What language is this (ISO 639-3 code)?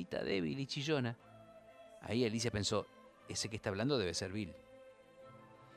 spa